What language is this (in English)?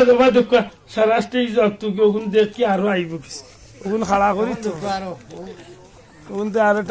Sylheti